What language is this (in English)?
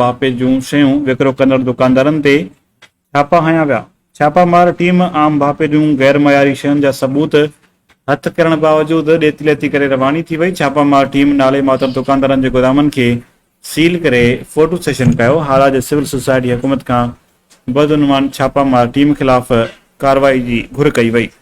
Sindhi